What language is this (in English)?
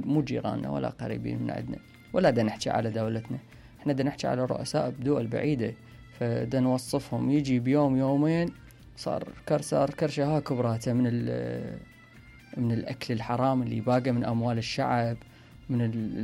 Mesopotamian Arabic